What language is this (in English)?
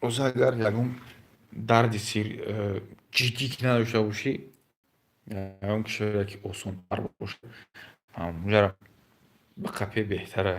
Tajik